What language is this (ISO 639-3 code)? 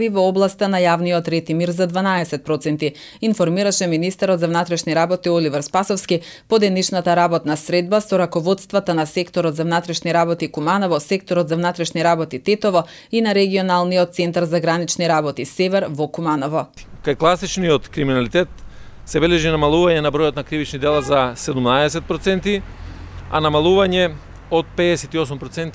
mkd